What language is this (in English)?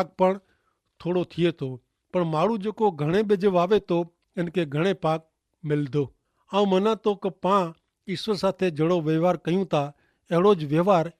Kachhi